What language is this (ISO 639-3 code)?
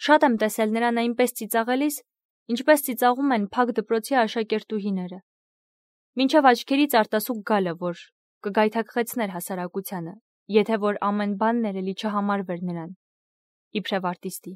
hye